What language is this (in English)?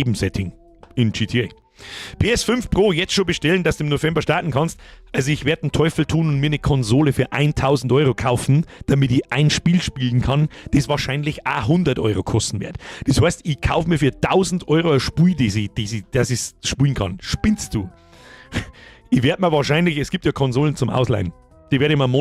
Bavarian